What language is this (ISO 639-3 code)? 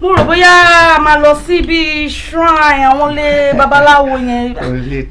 yor